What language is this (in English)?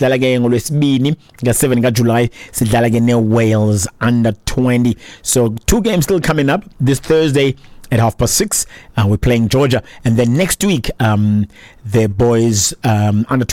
Xhosa